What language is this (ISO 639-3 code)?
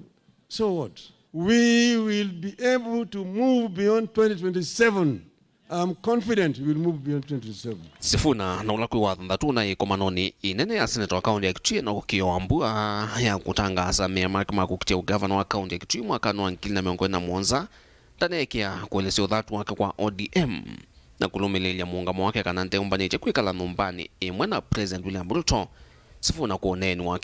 kam